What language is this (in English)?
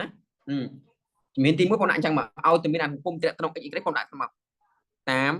Khmer